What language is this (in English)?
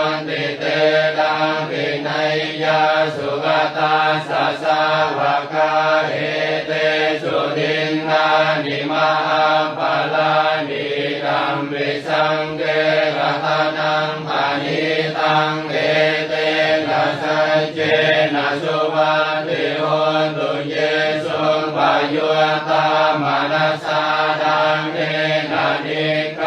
Pali